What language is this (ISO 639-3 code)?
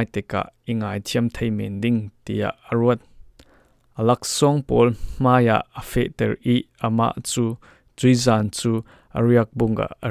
cfm